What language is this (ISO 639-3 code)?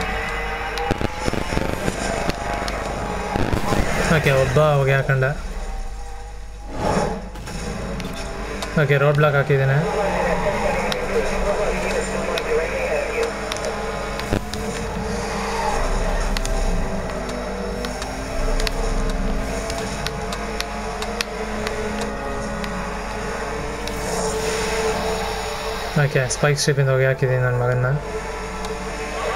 kan